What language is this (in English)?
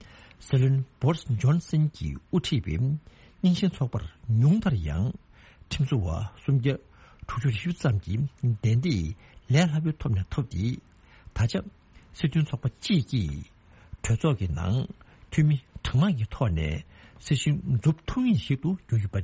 Tibetan